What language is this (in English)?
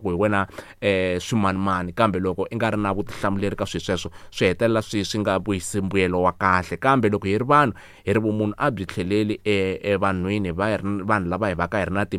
Tsonga